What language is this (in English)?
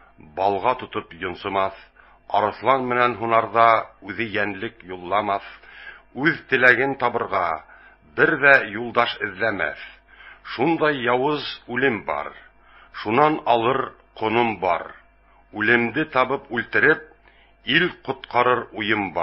Bashkir